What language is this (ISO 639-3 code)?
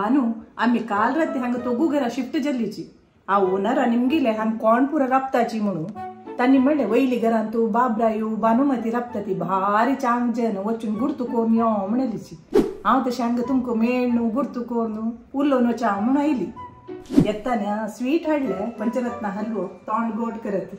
kok